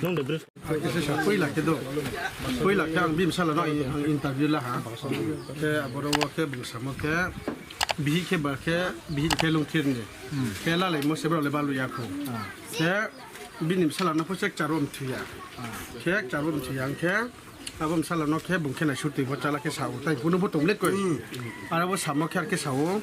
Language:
Riang (India)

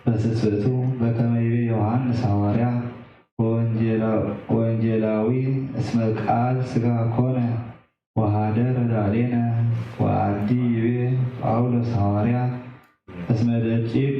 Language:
Geez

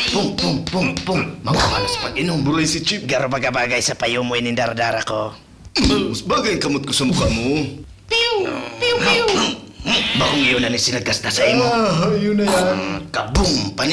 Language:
Bikol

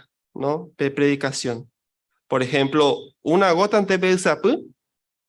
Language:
Guarani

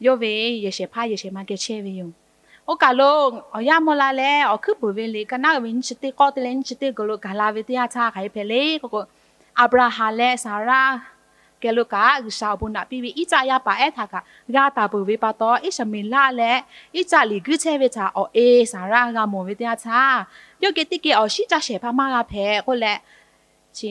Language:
Lahu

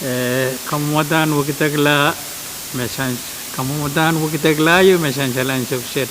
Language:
Pohnpeian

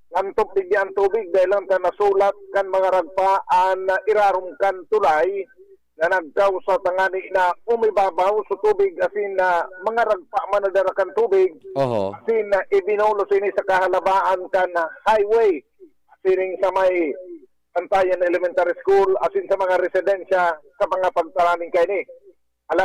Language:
Bikol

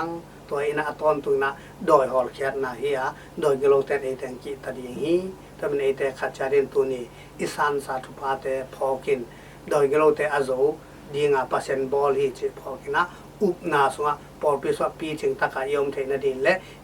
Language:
Tedim Chin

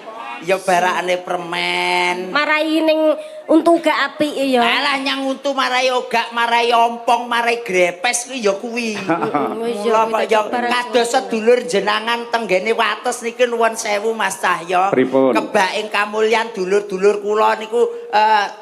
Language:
Javanese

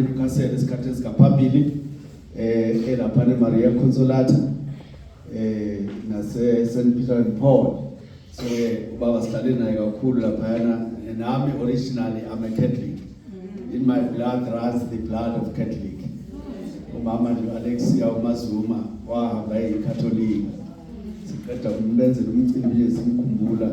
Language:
Zulu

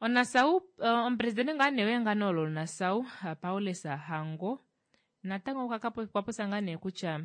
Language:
Kuanyama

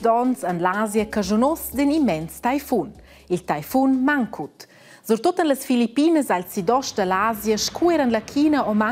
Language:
Romansh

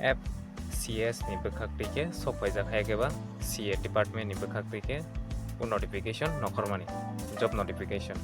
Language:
Kok Borok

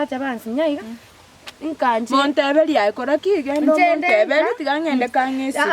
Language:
Gusii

